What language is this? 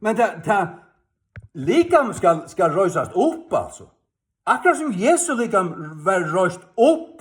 Faroese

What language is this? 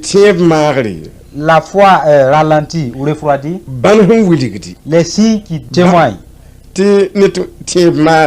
Mossi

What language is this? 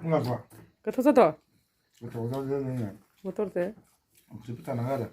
Bodo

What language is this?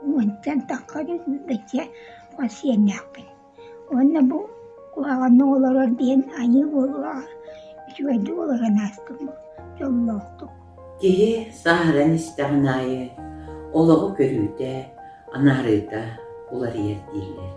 Yakut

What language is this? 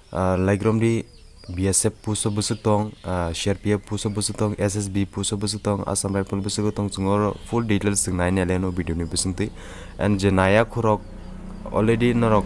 Kok Borok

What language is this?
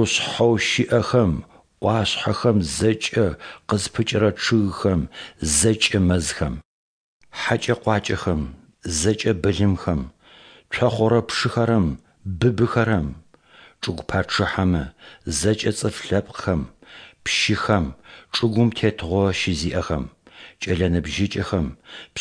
Adyghe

